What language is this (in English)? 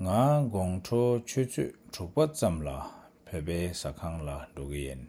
Latvian